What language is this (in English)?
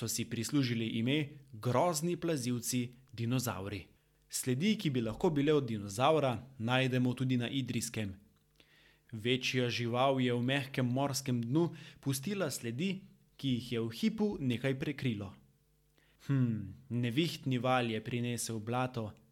Slovenian